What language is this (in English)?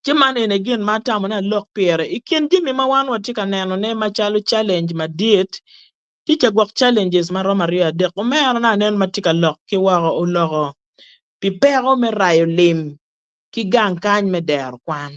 Acoli